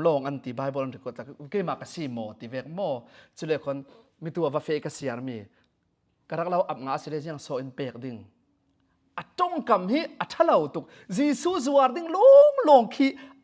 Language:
Falam Chin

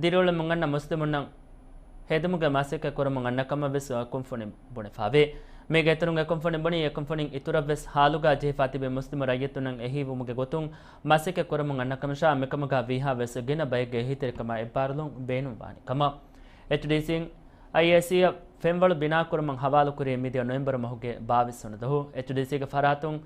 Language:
Divehi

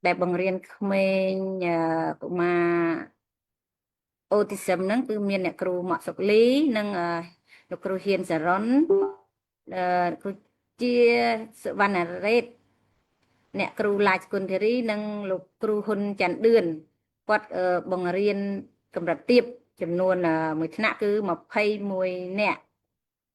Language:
Khmer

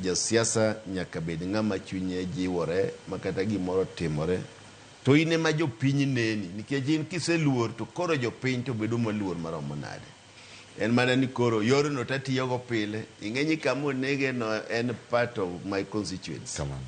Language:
Luo (Kenya and Tanzania)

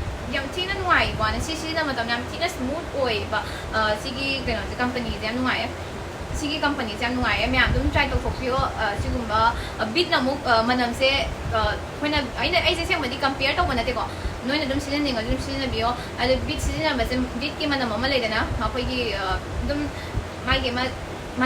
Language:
Manipuri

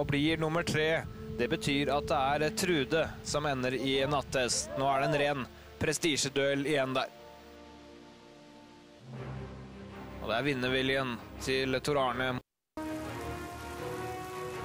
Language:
Norwegian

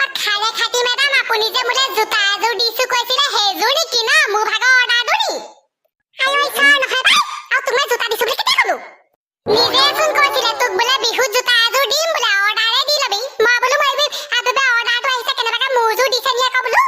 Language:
Assamese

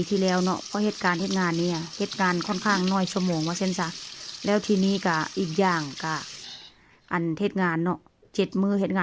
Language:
Northeastern Thai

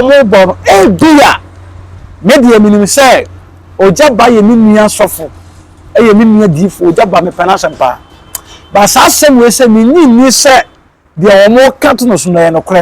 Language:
Akan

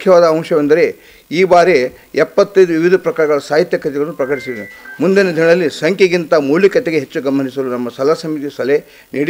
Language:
Kannada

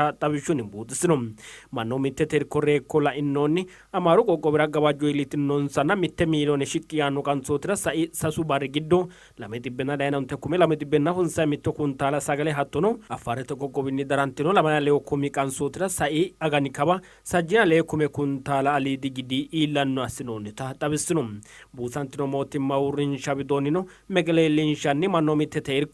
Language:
Sidamo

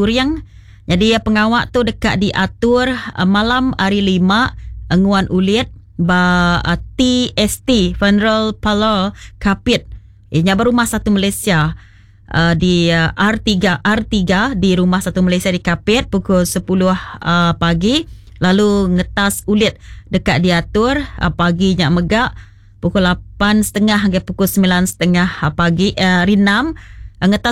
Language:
Iban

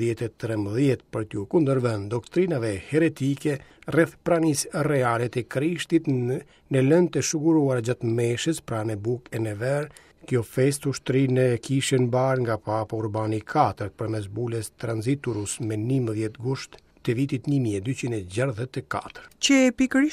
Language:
Albanian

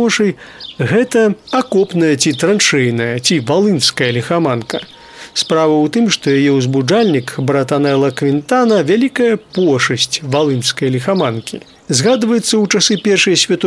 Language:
Belarusian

